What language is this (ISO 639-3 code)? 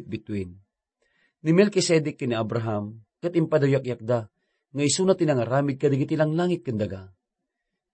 ilo